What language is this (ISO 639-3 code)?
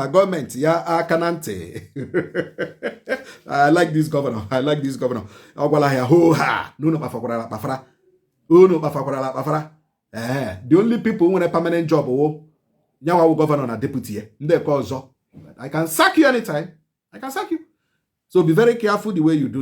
ibo